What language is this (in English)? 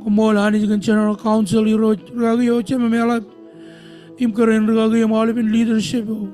Marshallese